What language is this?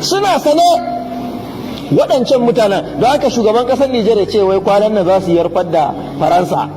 Hausa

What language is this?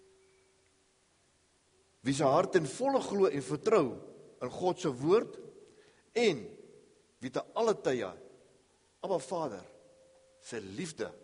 Afrikaans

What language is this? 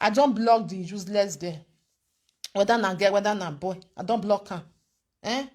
Nigerian Pidgin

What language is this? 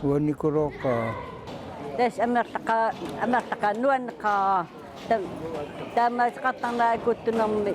Kalaallisut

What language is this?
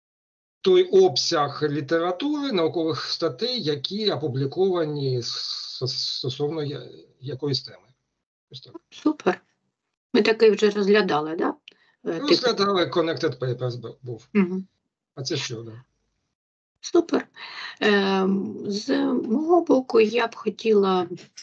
Ukrainian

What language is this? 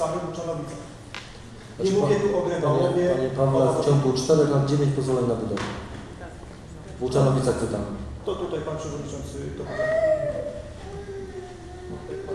Polish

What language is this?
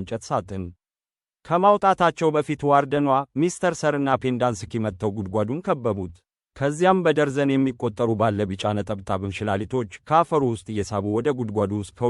Amharic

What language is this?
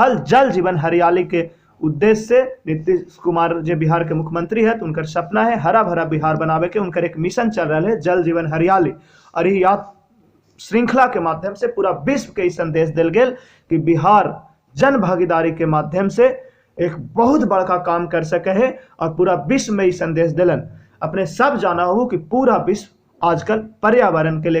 Magahi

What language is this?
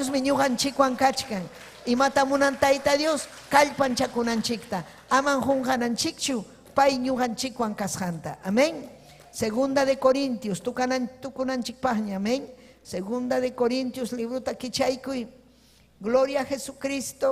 Ayacucho Quechua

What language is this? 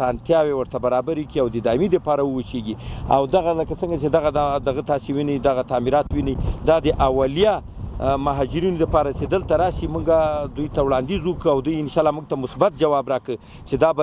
Pashto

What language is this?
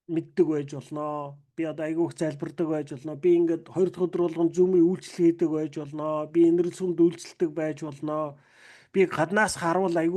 Mongolian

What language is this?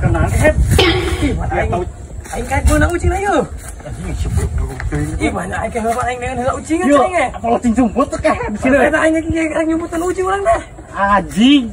Sundanese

